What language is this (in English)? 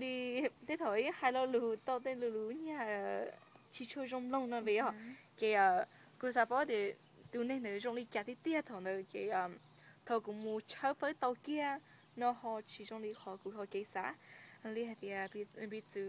Hmong